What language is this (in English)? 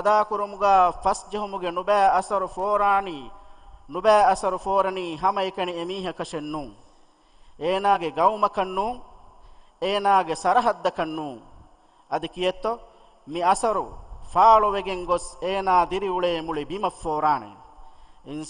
Divehi